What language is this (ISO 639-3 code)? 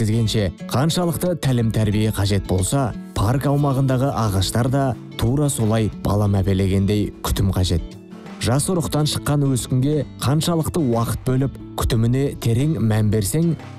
kaz